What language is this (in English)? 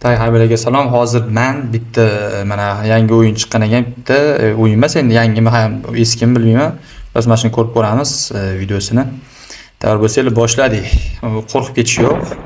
Uzbek